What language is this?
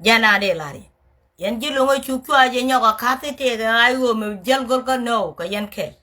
Nuer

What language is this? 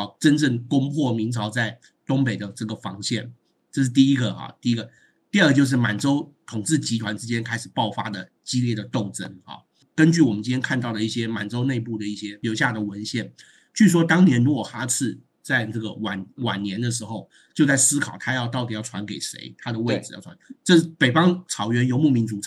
Chinese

